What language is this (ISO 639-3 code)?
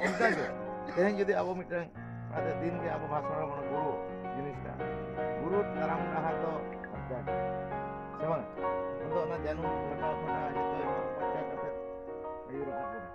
sat